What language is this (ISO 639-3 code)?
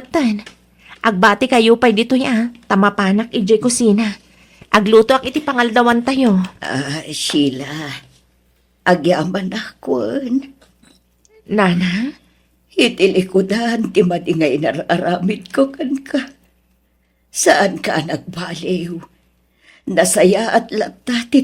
ilo